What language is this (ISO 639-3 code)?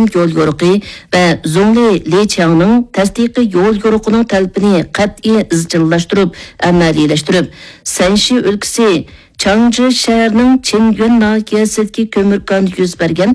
uig